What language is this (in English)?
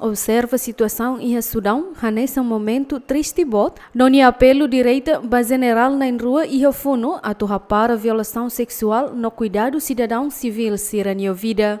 Tetum